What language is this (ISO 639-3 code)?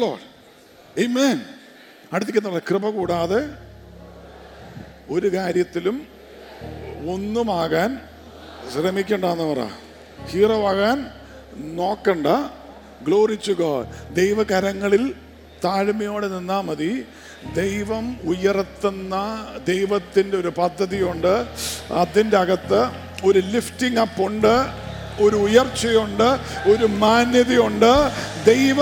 mal